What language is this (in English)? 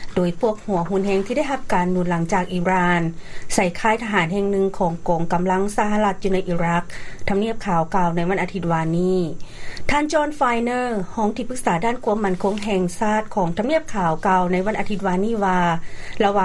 Lao